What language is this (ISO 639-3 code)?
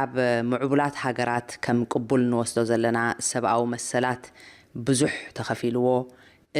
tir